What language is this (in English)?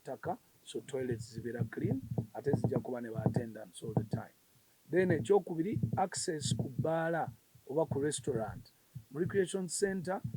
Ganda